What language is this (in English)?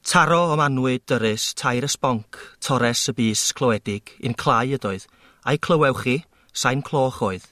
Welsh